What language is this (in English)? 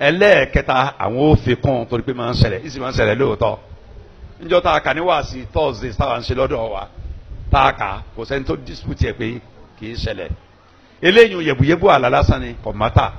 Yoruba